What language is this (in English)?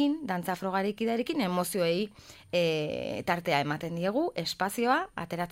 Basque